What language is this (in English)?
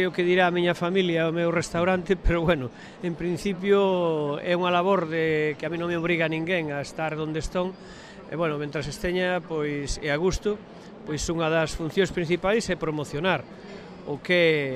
Galician